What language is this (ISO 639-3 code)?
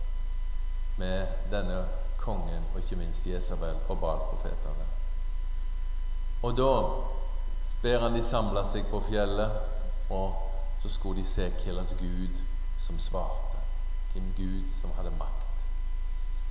nor